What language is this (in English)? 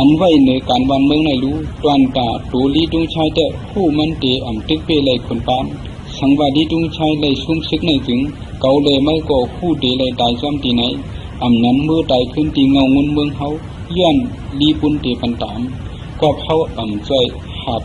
Shan